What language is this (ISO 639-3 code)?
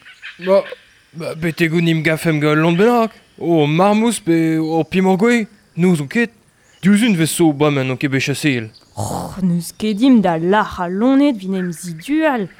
bre